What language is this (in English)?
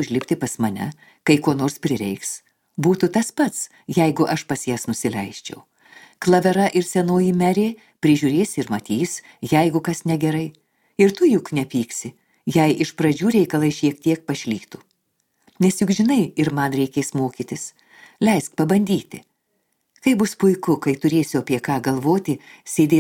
Lithuanian